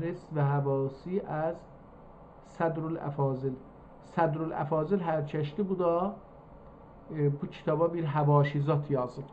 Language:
South Azerbaijani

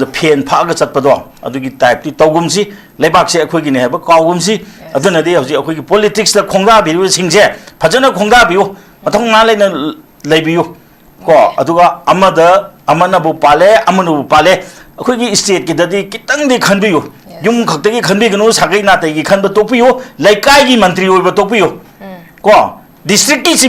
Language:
Manipuri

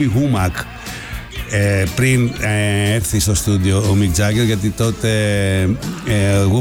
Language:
Greek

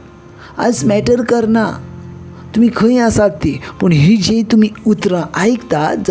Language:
Konkani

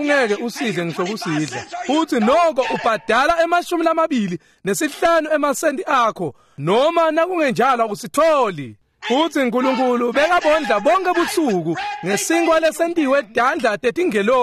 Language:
Swati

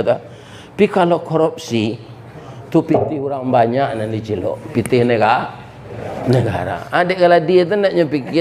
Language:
Minangkabau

